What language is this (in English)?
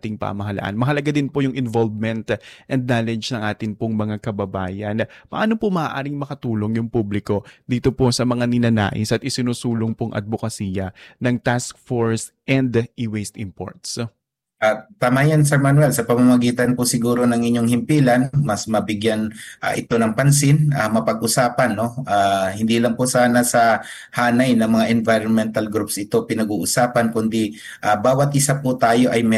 Filipino